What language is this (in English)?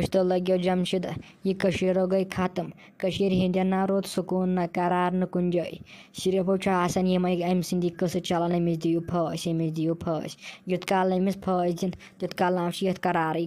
Kashmiri